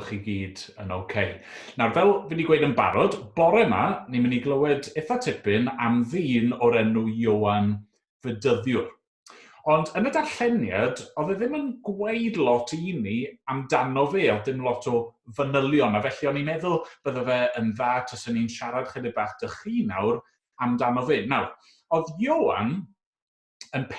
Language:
Welsh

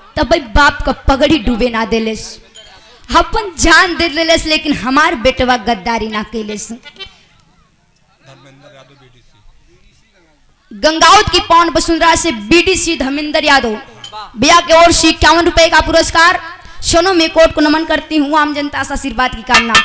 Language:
Bhojpuri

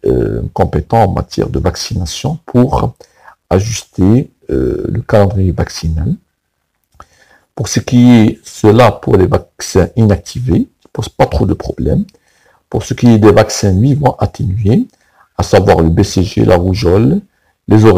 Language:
French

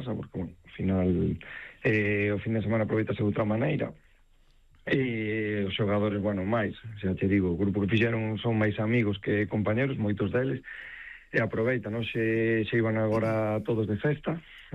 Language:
Galician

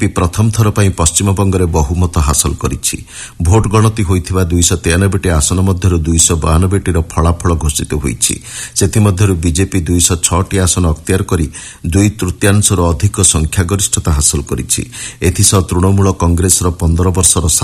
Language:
Odia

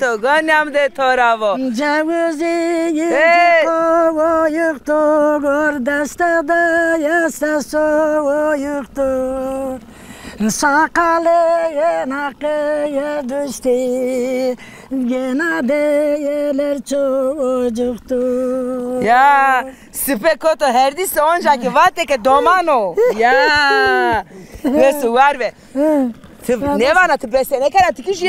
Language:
Zaza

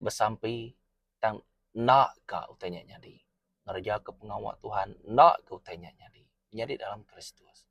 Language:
Iban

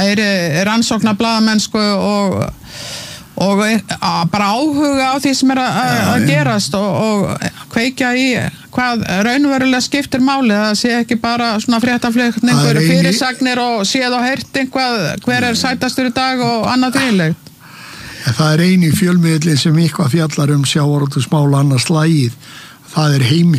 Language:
Icelandic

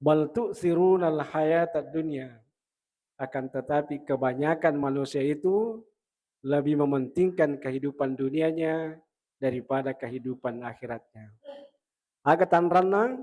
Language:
Buginese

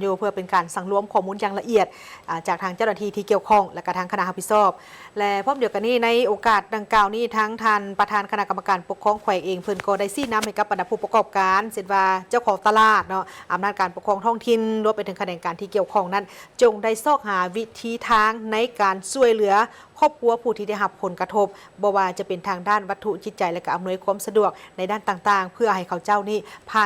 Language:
Lao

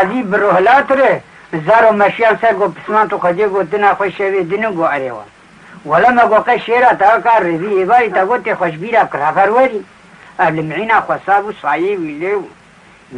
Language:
Kurdish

